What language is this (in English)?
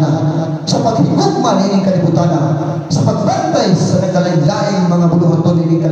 Cebuano